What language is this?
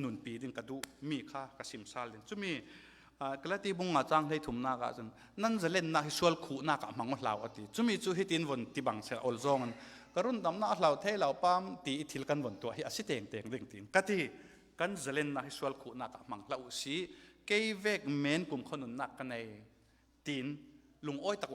Falam Chin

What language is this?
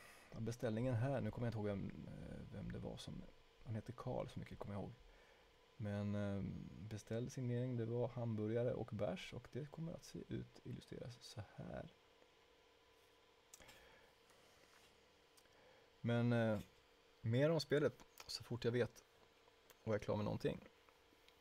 Swedish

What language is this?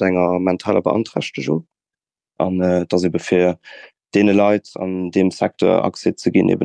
Luxembourgish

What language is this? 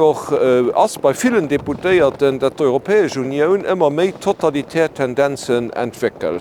Luxembourgish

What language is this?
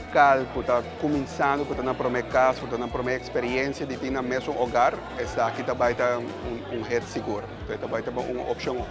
Papiamento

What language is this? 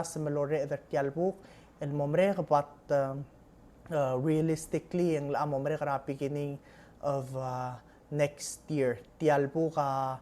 Palauan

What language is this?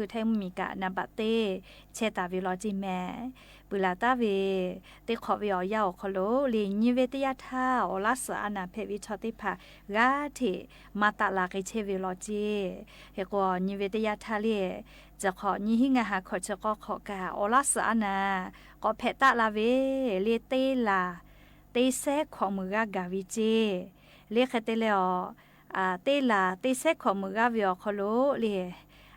Lahu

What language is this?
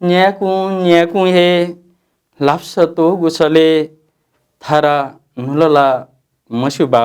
Newari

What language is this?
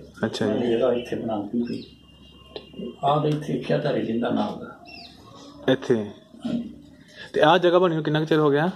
Punjabi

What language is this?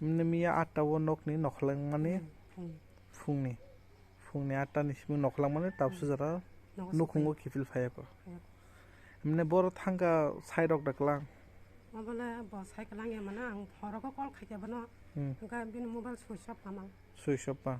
Kok Borok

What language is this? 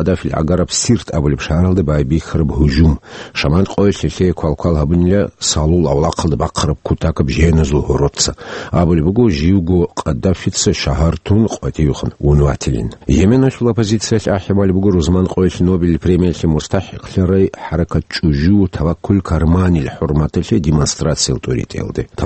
Avaric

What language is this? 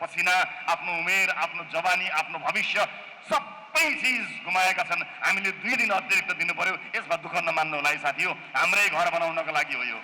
Nepali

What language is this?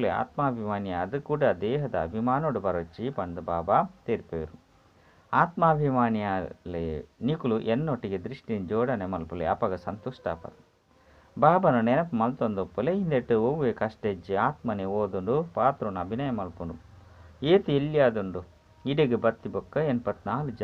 Tulu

